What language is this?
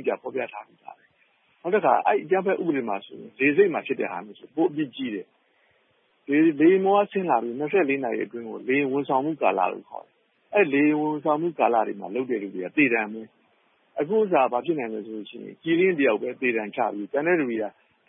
Burmese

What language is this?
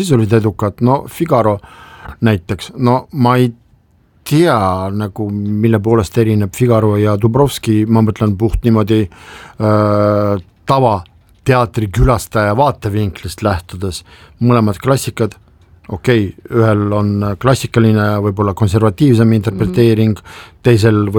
Estonian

